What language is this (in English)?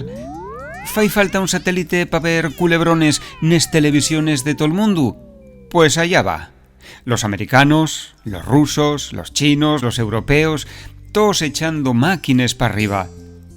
Asturian